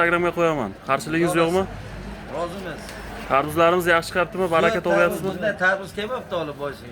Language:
Uzbek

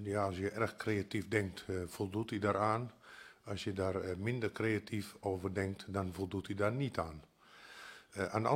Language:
Dutch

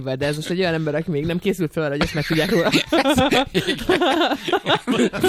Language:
Hungarian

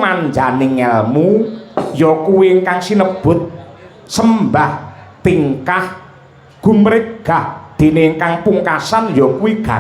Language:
Javanese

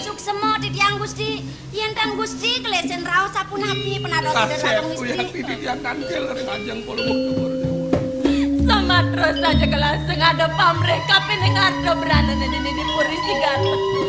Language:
Balinese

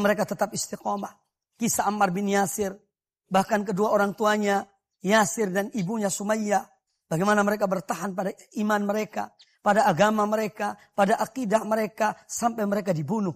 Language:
Indonesian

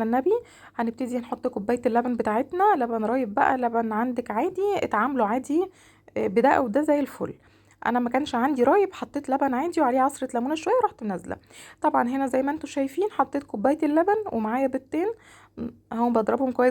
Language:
Egyptian Arabic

